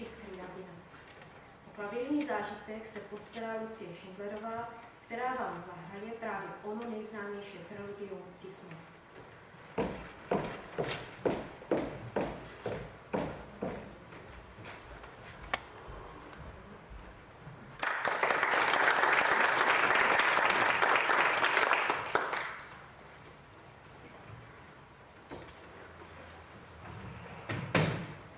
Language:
Czech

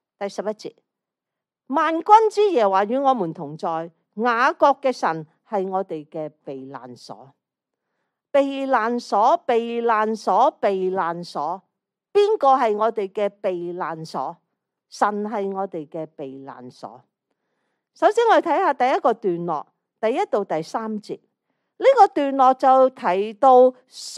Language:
Cantonese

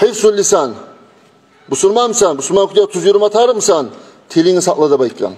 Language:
Kumyk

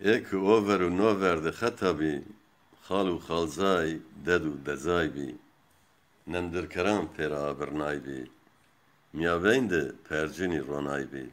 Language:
Zaza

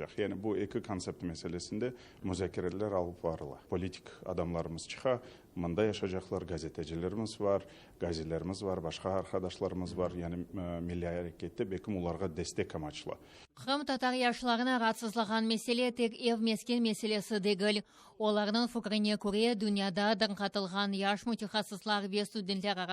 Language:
Crimean Tatar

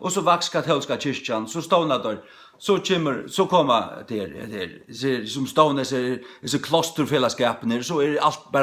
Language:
Faroese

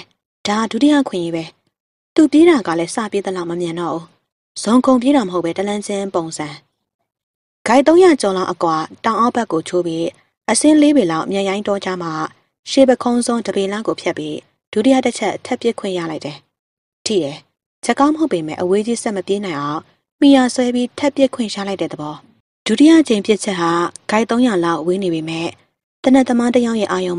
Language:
Burmese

